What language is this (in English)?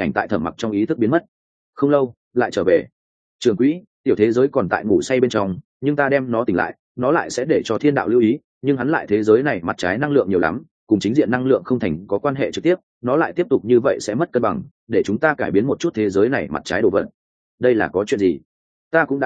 Vietnamese